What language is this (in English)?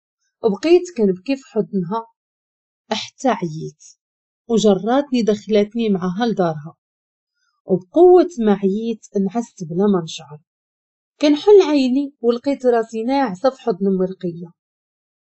Moroccan Arabic